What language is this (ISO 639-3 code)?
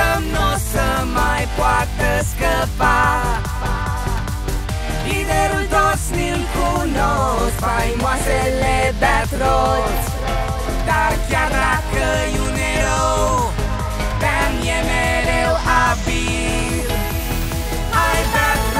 ron